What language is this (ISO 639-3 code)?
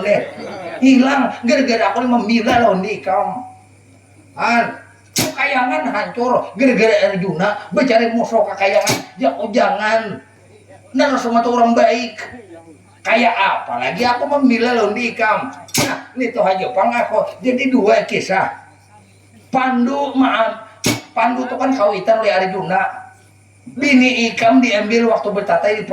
bjn